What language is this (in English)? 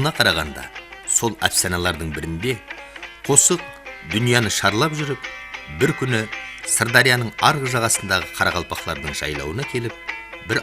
Kara-Kalpak